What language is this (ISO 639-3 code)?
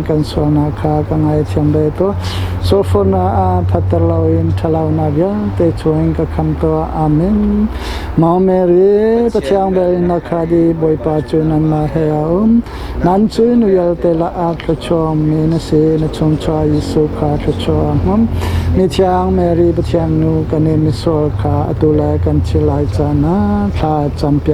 cnh